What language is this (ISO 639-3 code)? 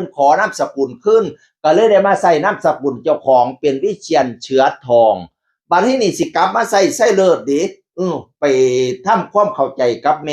tts